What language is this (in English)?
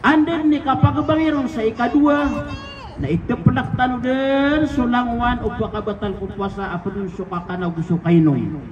Maranao